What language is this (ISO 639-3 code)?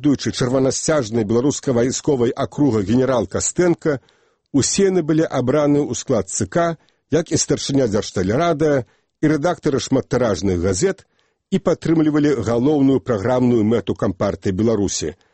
bel